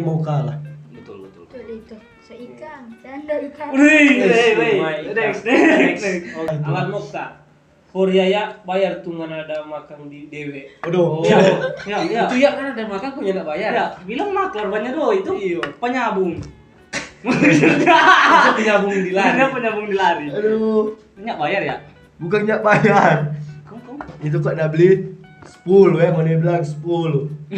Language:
Manado Malay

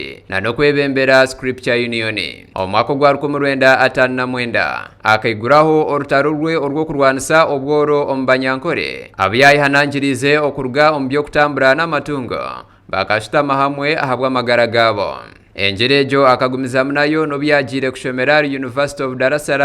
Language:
Nyankole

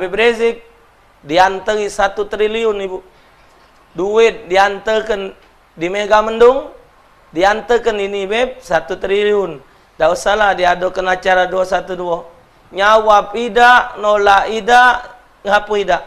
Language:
Musi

